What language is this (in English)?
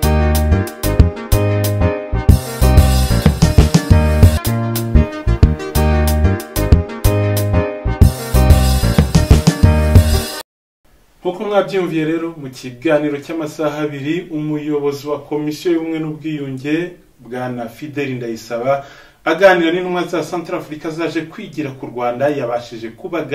Kinyarwanda